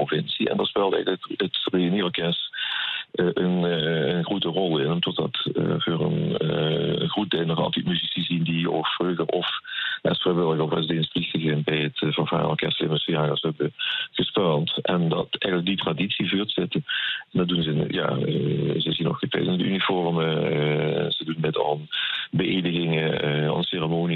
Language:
Limburgish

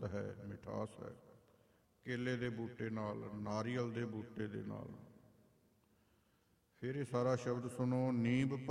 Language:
Punjabi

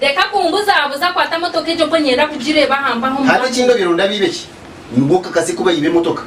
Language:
Nyankole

